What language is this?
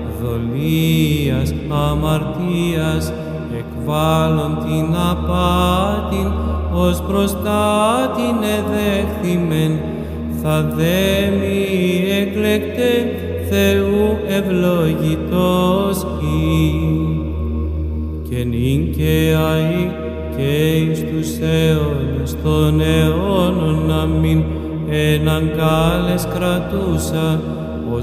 Greek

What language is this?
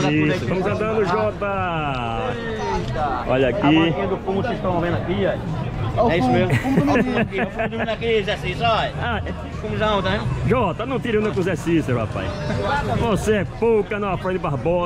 Portuguese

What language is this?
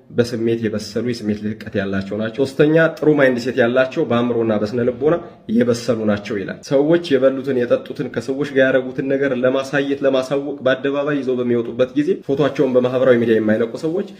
Amharic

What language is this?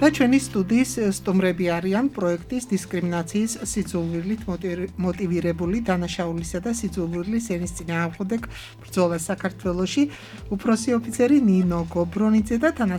Georgian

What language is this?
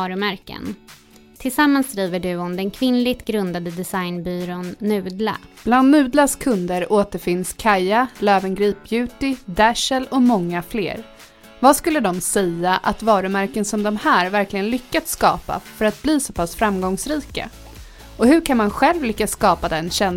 Swedish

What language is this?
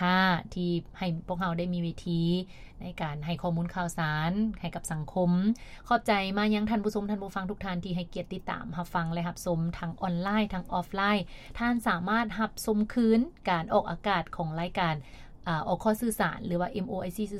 Lao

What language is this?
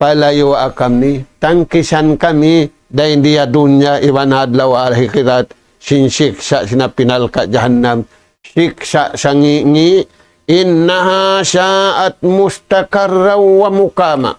Tausug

